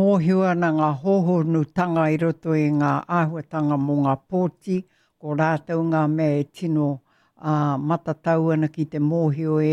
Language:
Māori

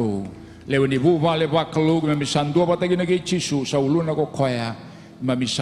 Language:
Fijian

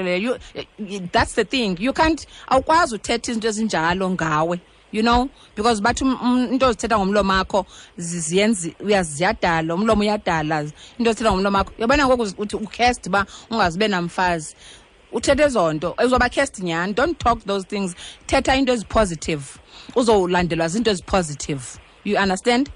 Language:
Xhosa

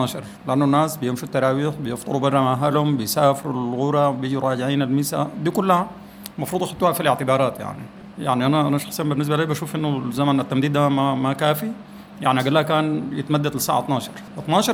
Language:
Sudanese Arabic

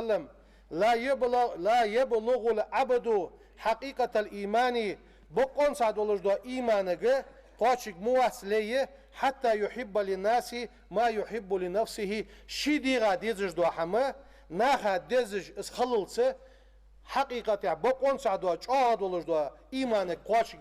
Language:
Ingush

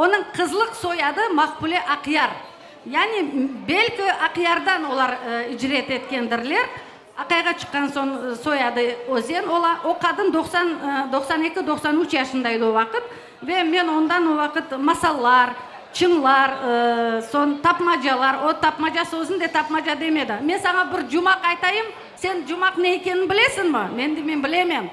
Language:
Crimean Tatar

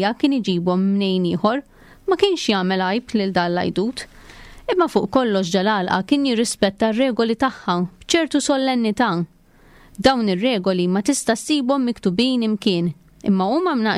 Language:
Maltese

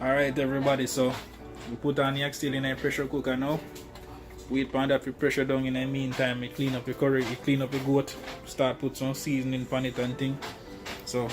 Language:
Jamaican Creole English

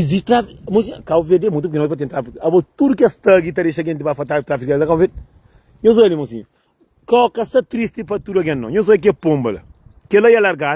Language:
Kabuverdianu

